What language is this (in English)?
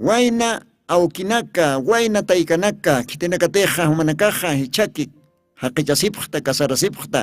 Aymara